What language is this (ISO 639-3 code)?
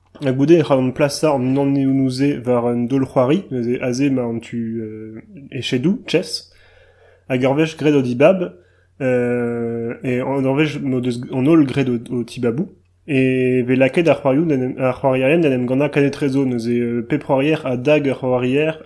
bre